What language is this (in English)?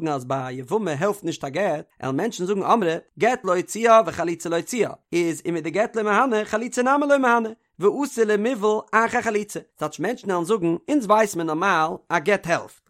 Yiddish